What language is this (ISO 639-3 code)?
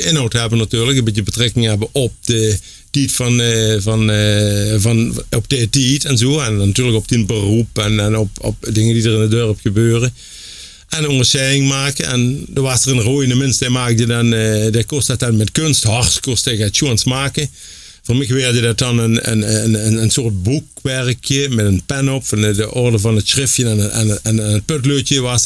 lim